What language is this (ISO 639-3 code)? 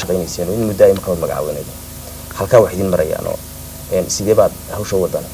som